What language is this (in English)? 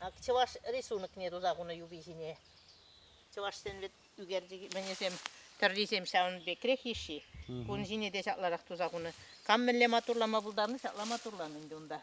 Chuvash